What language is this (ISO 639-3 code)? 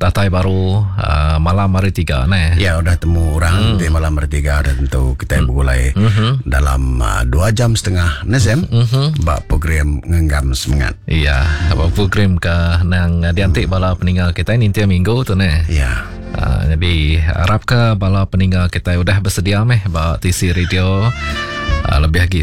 iba